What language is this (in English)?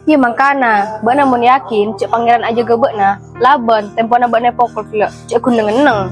Madurese